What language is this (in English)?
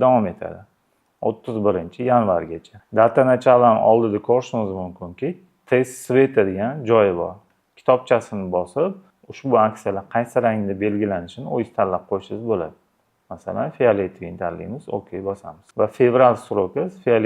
Uzbek